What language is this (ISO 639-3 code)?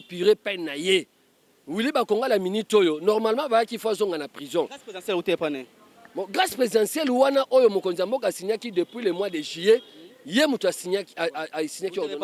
lin